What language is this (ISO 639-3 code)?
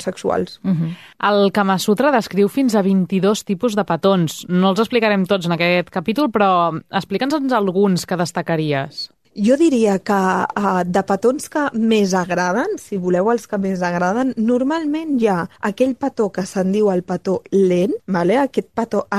cat